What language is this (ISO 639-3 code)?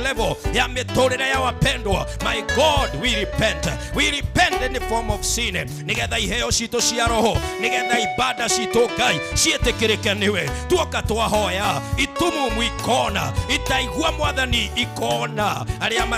kik